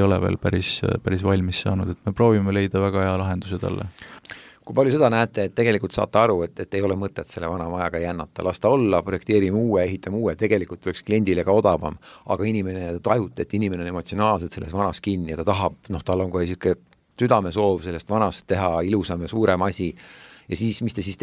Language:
Estonian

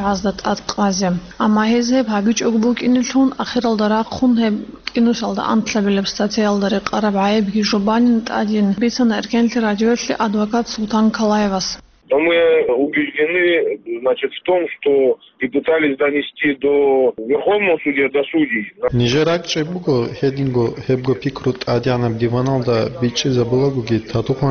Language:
Avaric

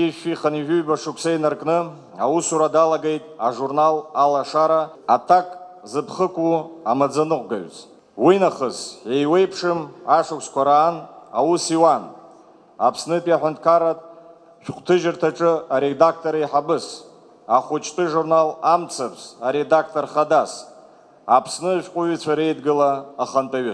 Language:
Abkhazian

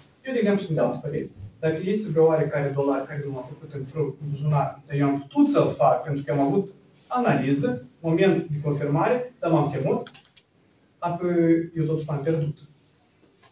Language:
Romanian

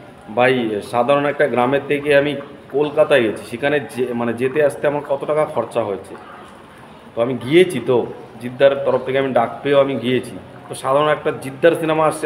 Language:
Bangla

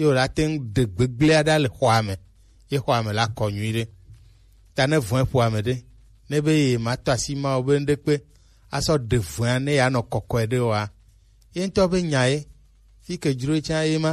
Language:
Gen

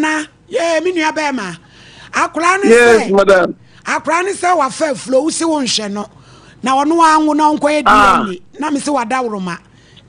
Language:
Akan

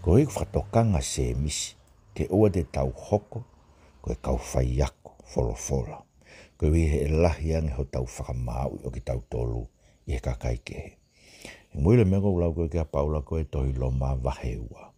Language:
Tongan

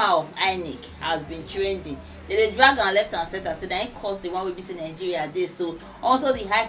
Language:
Nigerian Pidgin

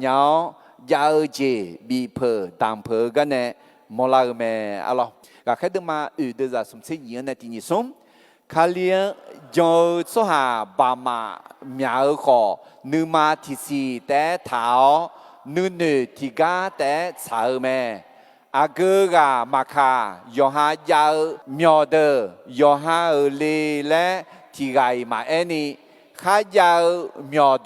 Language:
Akha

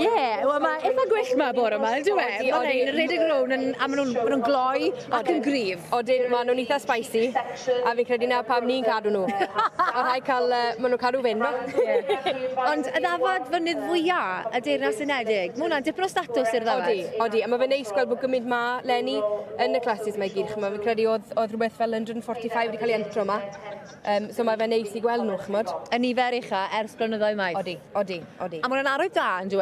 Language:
Welsh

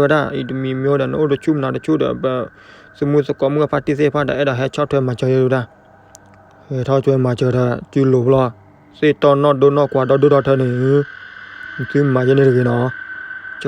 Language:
S'gaw Karen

